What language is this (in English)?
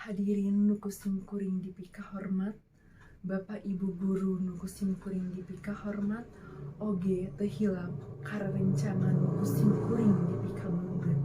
Sundanese